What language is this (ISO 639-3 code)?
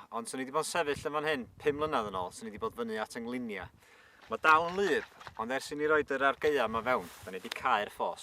cym